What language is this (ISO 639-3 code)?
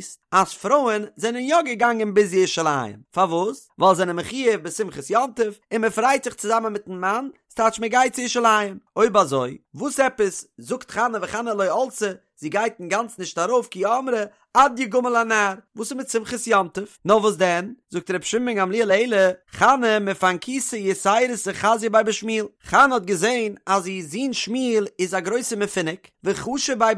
yid